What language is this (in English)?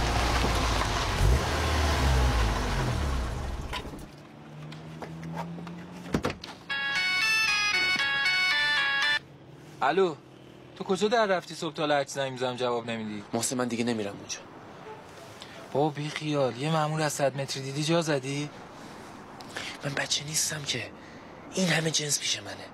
Persian